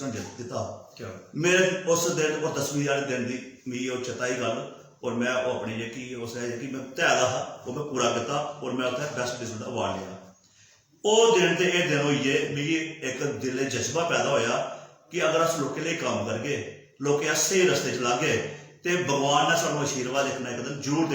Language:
Dogri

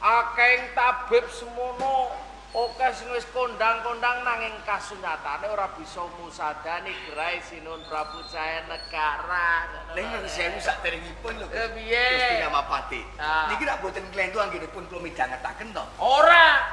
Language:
Javanese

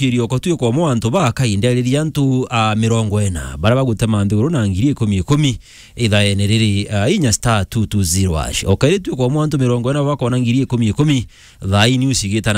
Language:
Meru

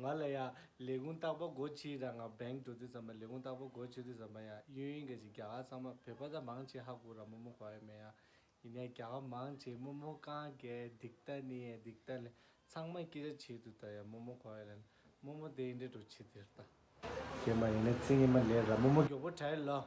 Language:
Tibetan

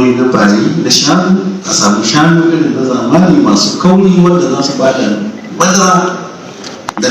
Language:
Hausa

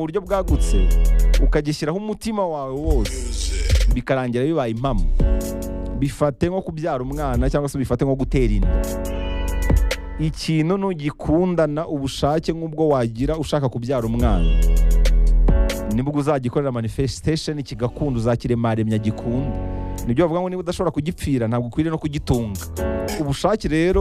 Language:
Kinyarwanda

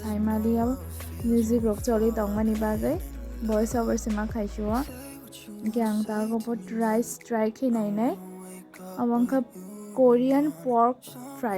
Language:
Kok Borok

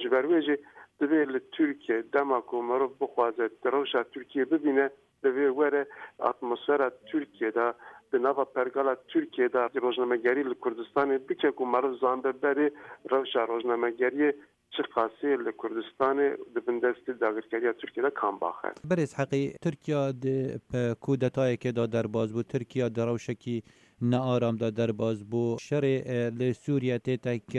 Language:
Kurdish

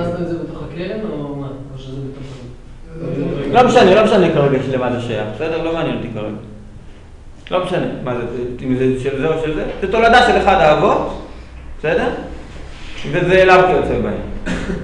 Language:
Hebrew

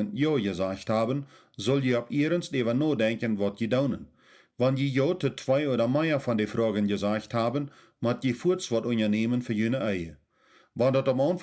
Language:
Plautdietsch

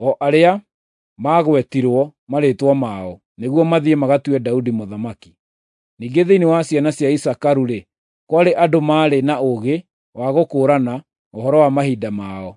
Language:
Kikuyu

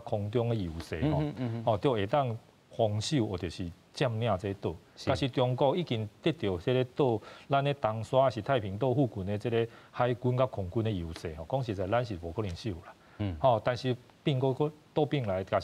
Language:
Min Nan Chinese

